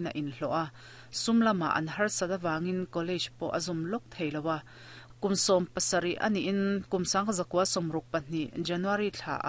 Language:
Mizo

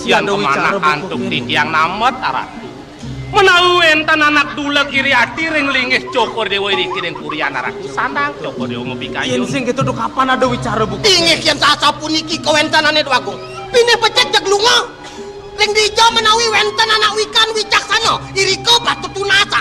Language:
Balinese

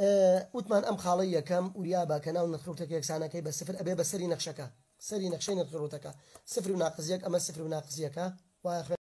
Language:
Central Kurdish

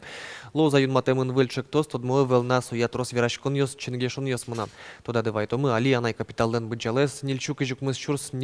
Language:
Udmurt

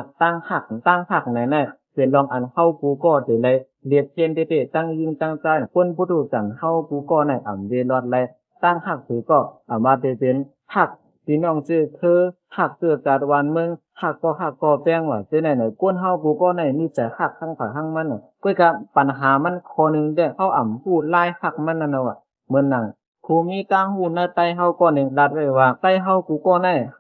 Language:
Shan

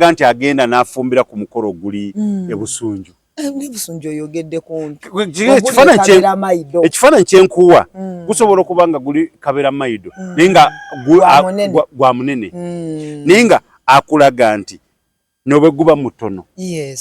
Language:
Ganda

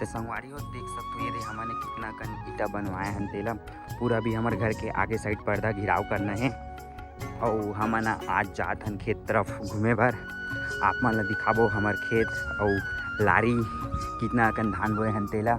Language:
Chhattisgarhi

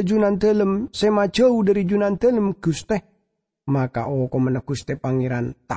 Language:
Madurese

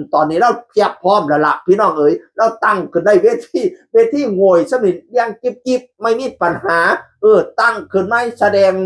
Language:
Northeastern Thai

